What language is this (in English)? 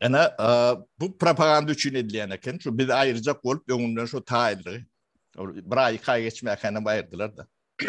Turkmen